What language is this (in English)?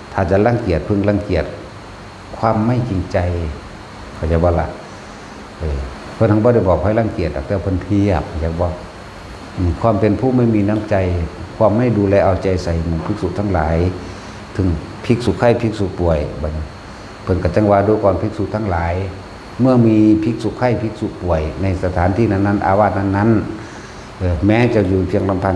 Northeastern Thai